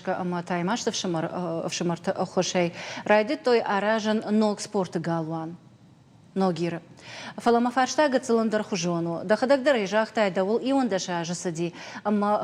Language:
Ossetic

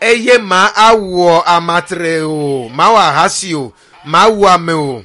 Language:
Ewe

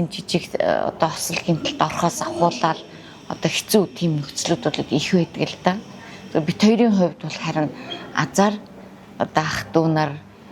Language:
Mongolian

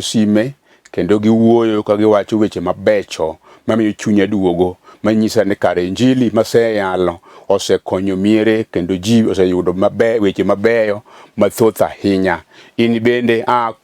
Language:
Luo (Kenya and Tanzania)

